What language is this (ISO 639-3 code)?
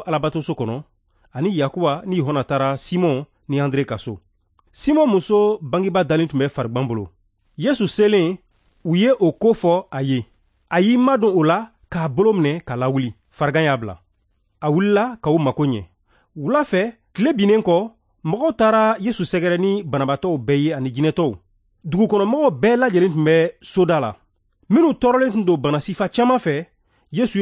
bam